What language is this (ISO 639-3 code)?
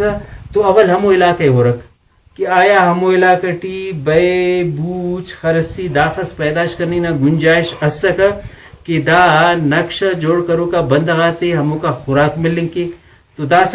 brh